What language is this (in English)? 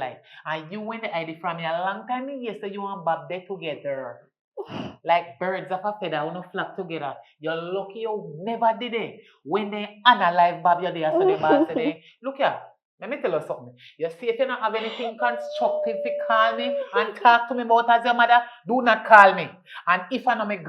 Jamaican Creole English